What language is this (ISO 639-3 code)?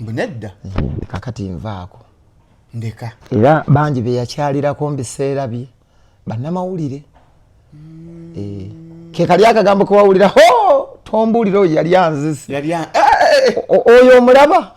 lug